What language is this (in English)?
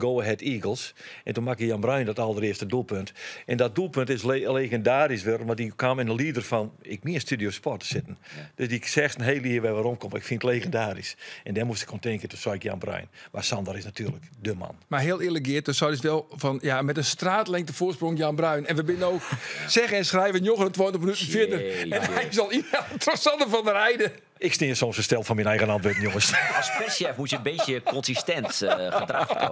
Western Frisian